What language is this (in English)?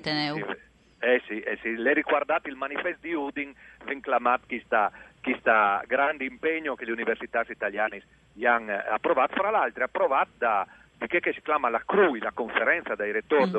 Friulian